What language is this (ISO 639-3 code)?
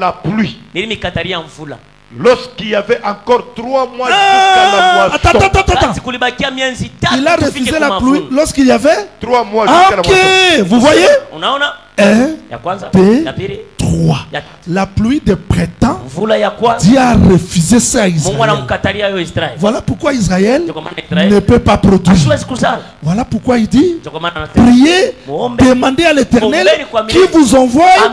fra